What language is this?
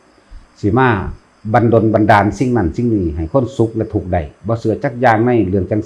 Northeastern Thai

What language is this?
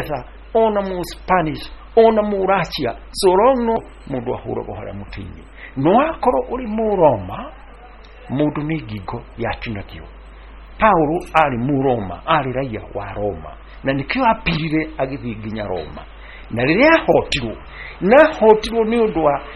Kikuyu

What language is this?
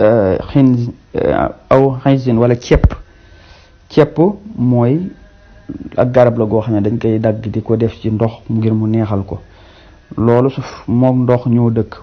Wolof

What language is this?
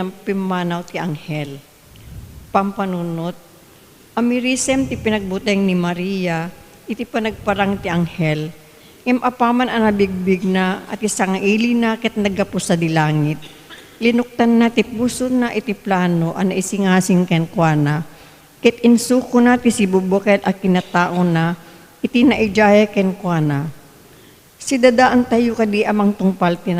Iloko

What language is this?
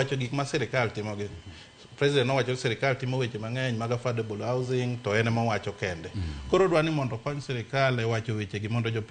Luo (Kenya and Tanzania)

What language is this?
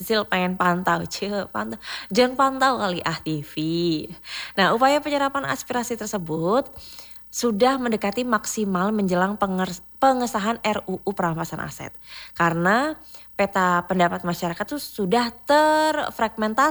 Indonesian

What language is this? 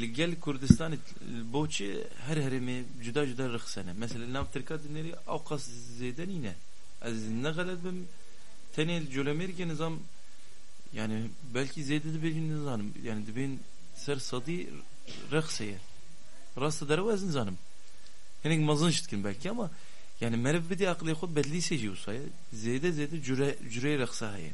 Kurdish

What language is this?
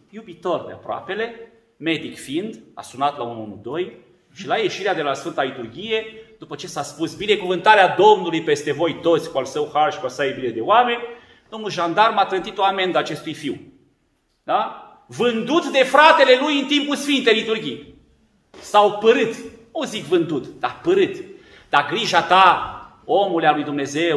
Romanian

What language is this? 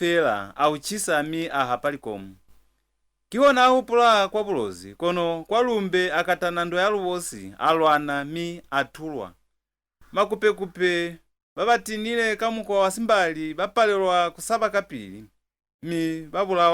Lozi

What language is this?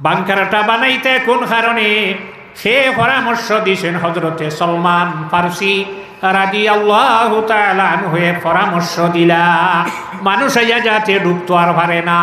Sylheti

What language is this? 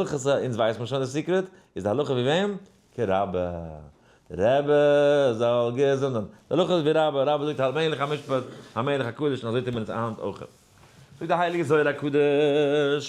Yiddish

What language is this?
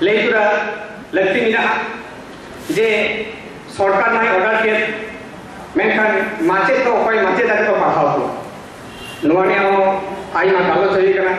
Santali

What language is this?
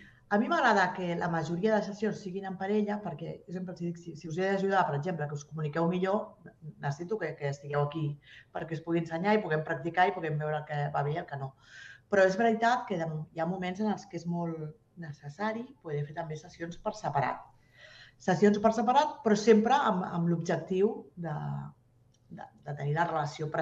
Catalan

